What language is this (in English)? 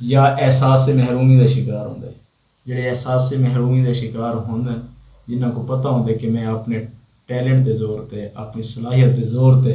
Saraiki